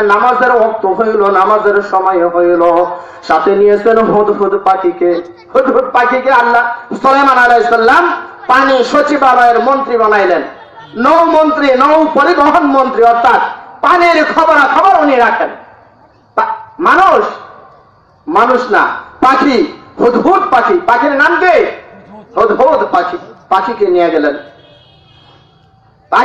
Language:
Bangla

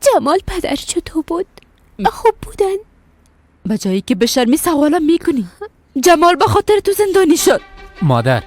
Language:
Persian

